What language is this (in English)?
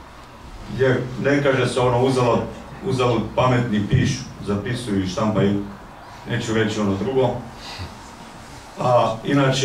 Bosnian